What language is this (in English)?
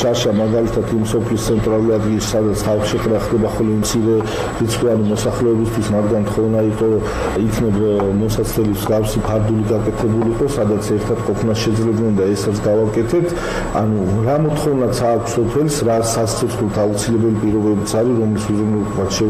Georgian